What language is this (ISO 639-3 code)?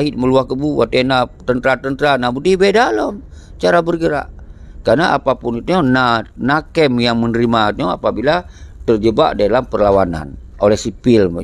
ace